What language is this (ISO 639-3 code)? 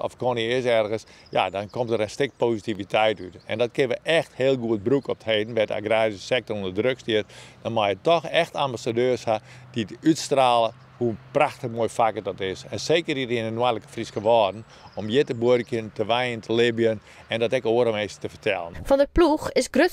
fry